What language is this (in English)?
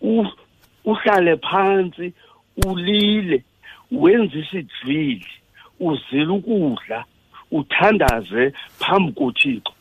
Xhosa